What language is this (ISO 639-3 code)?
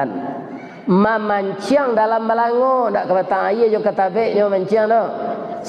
min